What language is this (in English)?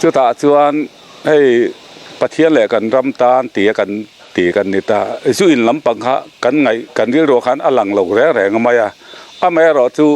Mizo